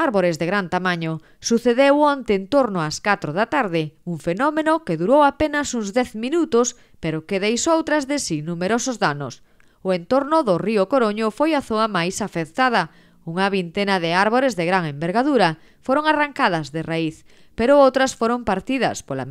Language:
Galician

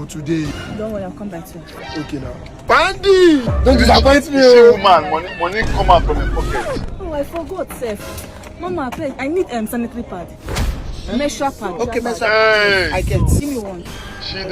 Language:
Nigerian Pidgin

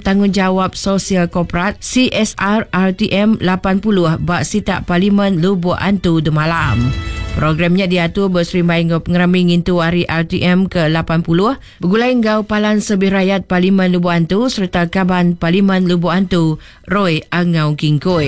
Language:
Iban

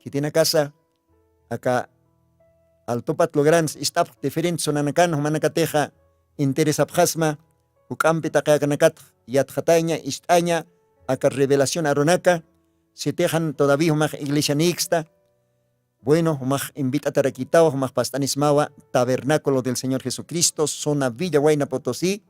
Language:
Aymara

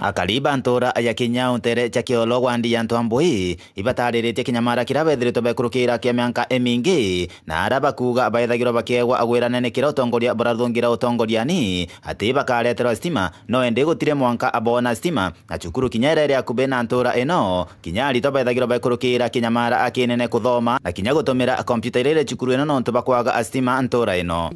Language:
Meru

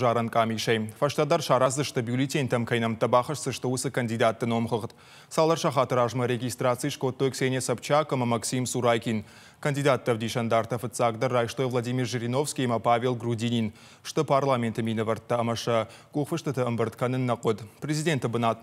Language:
Ossetic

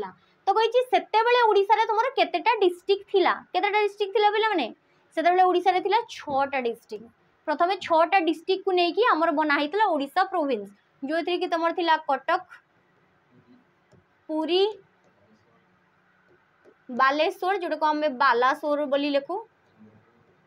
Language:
Odia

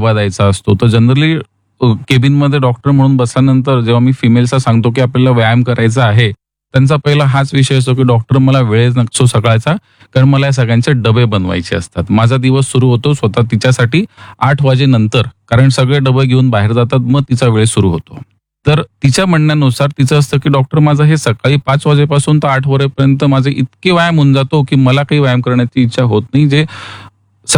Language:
Marathi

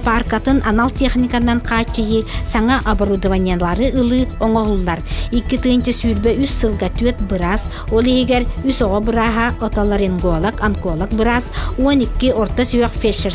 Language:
Yakut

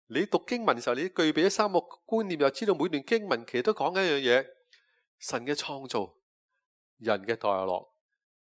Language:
Cantonese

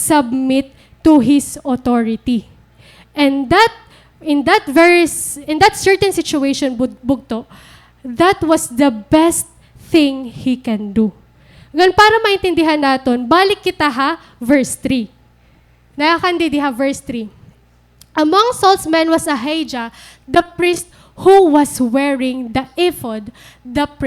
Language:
Waray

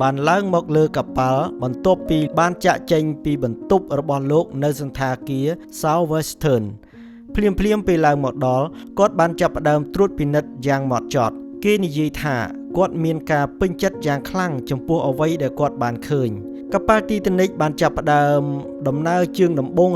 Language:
Khmer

